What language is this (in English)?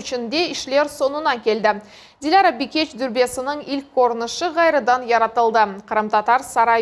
Crimean Tatar